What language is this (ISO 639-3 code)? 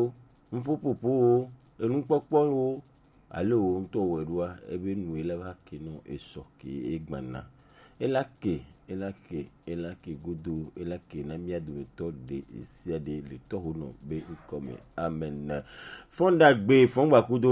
gej